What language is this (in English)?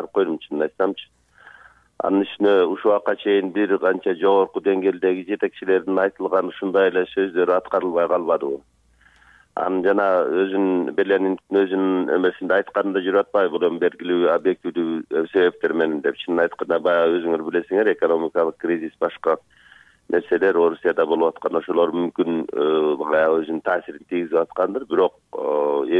Kyrgyz